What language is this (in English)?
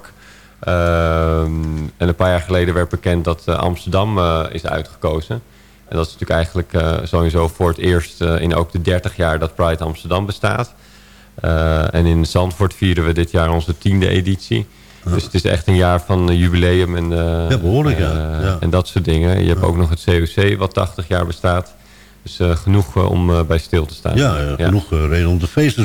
Dutch